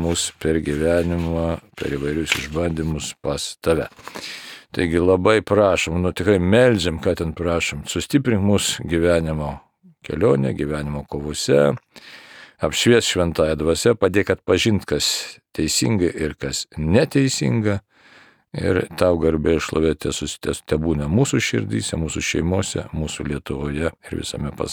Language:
Lithuanian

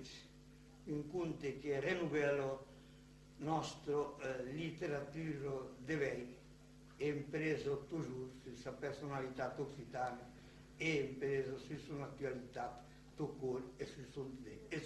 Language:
Occitan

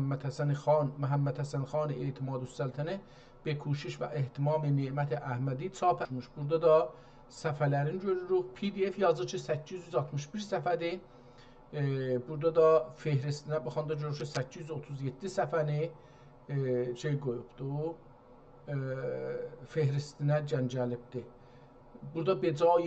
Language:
South Azerbaijani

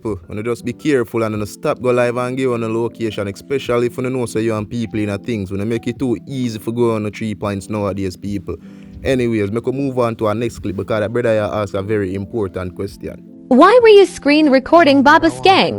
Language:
Jamaican Creole English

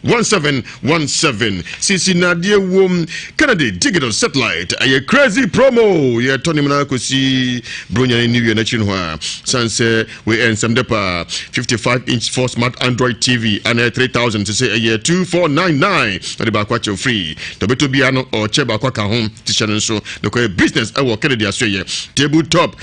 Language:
Akan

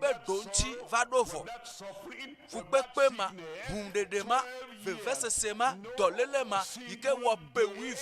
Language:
Ewe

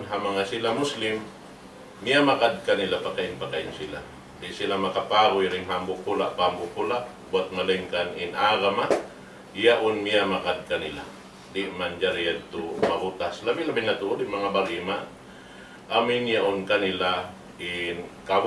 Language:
Tausug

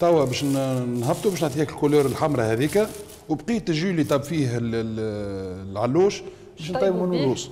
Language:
Tunisian Arabic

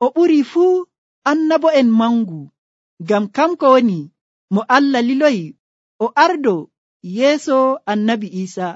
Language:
Nigerian Fulfulde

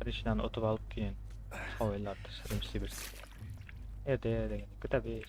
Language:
Kara-Kalpak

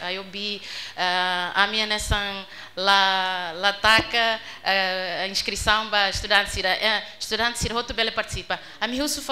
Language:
Tetum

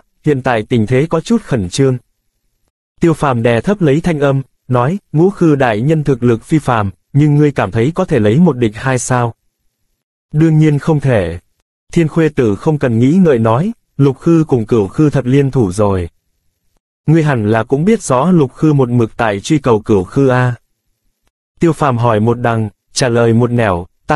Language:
Vietnamese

